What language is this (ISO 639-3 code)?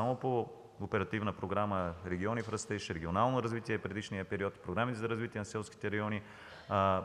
bul